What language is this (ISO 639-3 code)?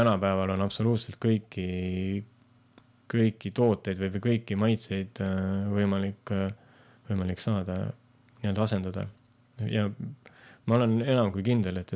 est